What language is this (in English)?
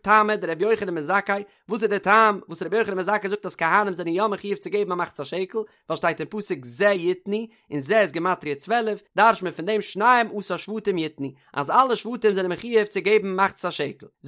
Yiddish